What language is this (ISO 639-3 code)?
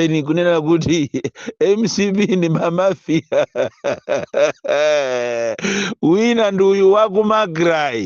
nya